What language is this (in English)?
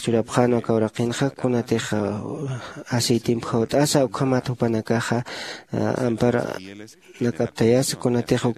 Aymara